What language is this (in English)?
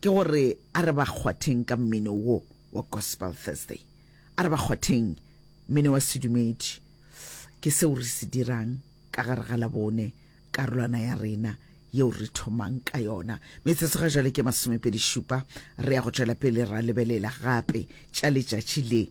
Northern Sotho